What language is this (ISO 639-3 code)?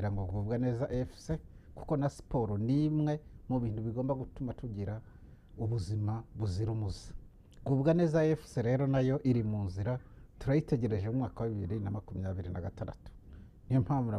kin